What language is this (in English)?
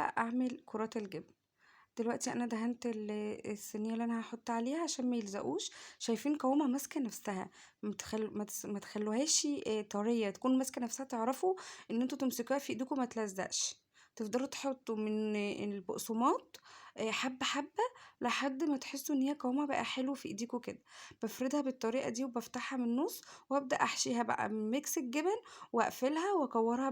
Egyptian Arabic